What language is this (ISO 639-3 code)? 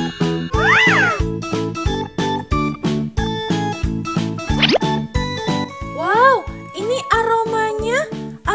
ind